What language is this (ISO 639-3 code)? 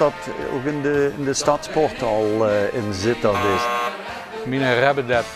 lim